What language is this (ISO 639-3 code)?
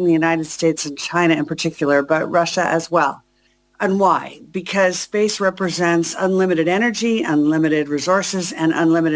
eng